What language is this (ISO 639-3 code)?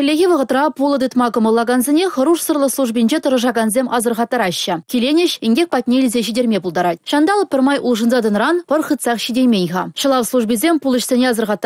chv